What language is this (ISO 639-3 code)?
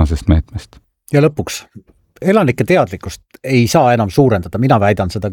est